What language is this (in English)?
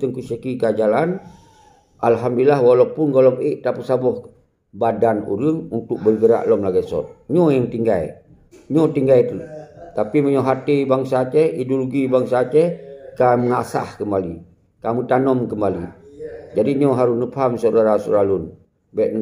Achinese